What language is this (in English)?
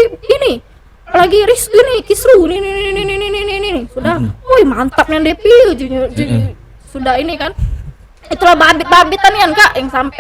Musi